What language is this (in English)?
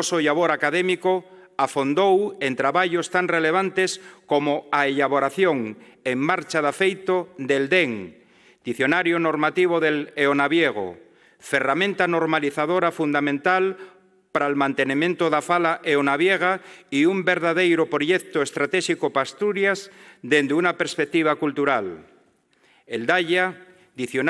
Asturian